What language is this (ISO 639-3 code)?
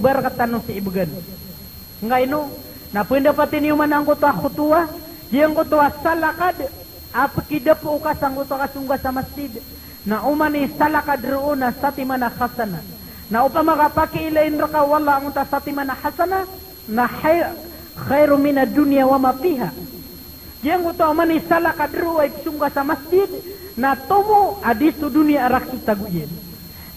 mrw